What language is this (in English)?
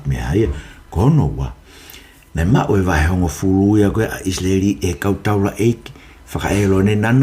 Tongan